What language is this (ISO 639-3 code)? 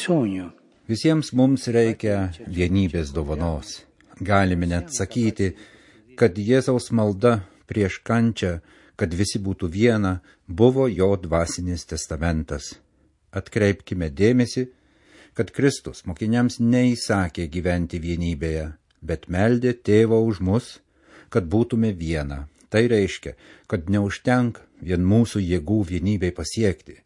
lit